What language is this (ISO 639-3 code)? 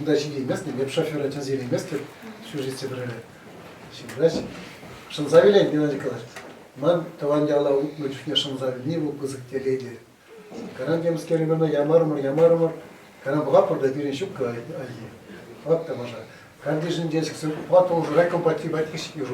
chv